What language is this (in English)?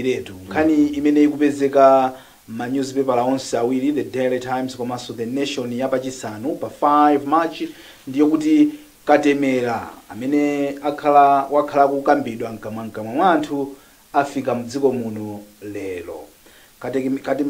Nyanja